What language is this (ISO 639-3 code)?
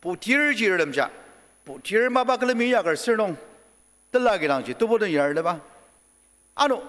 njo